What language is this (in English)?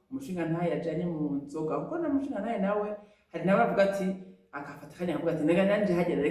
Rundi